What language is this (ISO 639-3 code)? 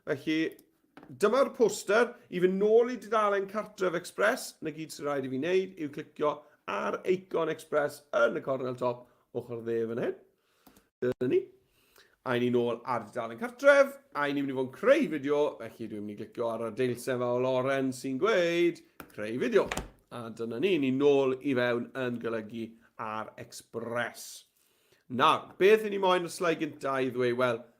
cym